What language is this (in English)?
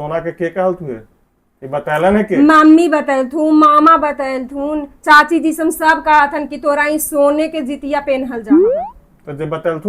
Magahi